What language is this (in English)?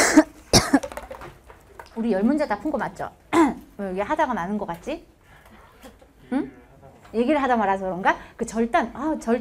Korean